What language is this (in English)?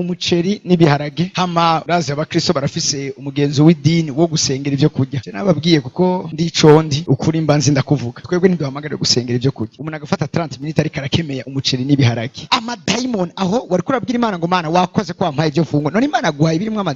Rundi